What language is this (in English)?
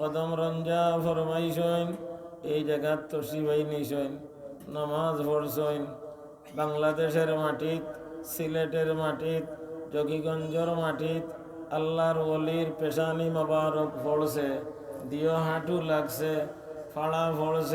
Sylheti